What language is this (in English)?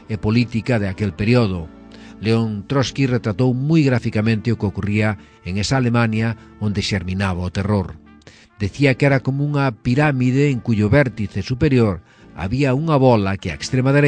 Galician